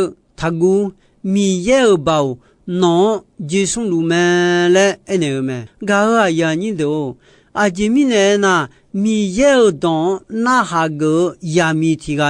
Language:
Akha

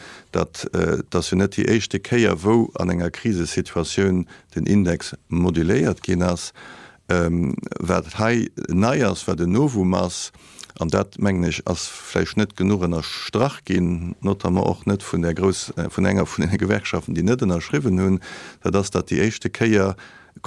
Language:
Luxembourgish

